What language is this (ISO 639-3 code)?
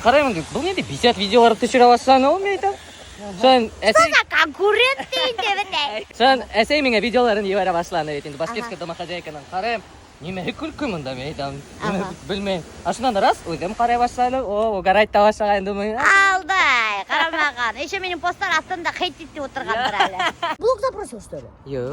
bak